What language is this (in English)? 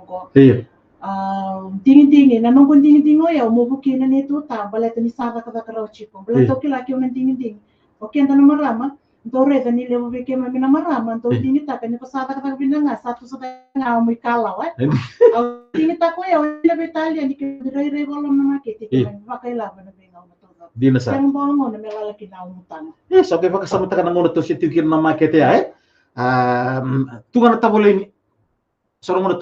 Fijian